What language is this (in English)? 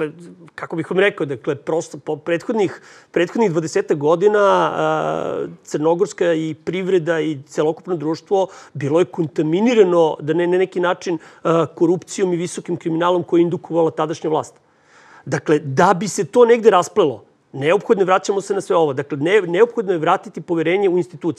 Serbian